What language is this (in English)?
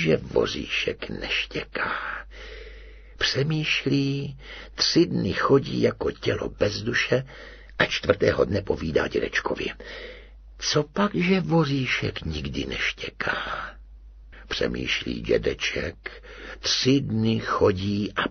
Czech